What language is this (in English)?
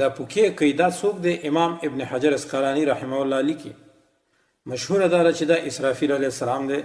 Pashto